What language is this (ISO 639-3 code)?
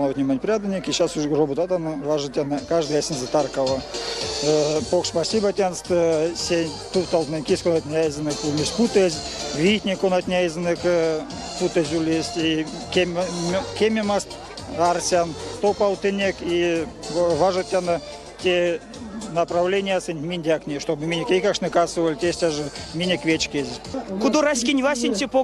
myv